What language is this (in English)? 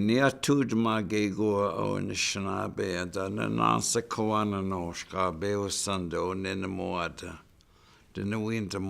Chippewa